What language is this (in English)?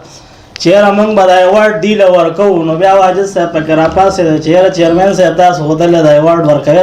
Pashto